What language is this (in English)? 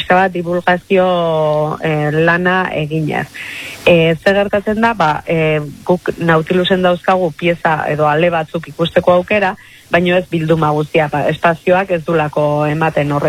Basque